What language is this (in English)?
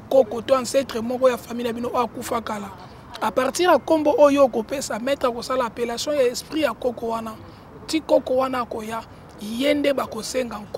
Lingala